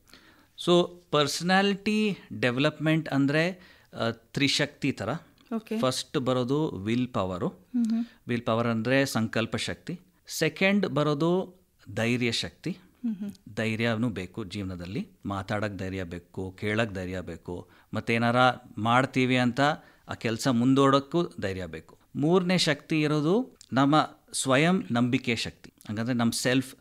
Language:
Kannada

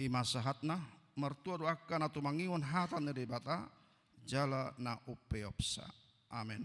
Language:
Batak Toba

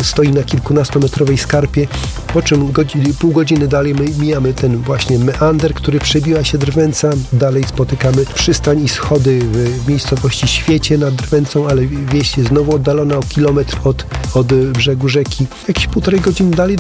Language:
Polish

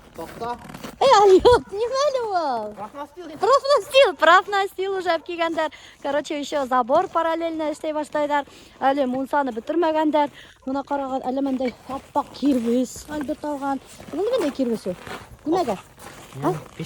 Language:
Bashkir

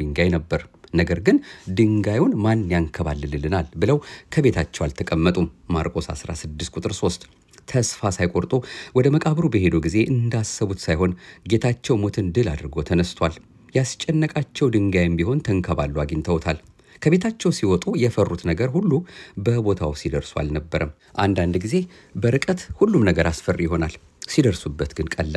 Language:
Amharic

